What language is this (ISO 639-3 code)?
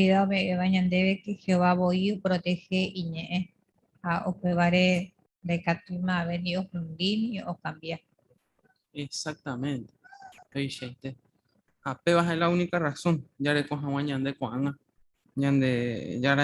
grn